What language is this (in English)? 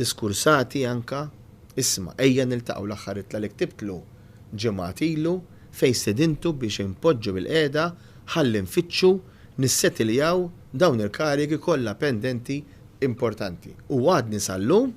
Maltese